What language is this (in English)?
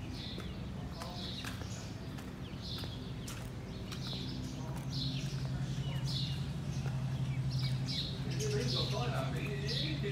Tamil